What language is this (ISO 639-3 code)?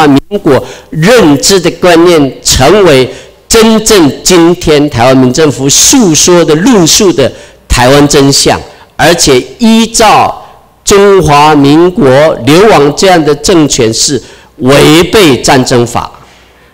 zho